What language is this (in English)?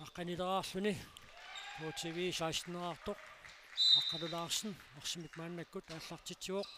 Kalaallisut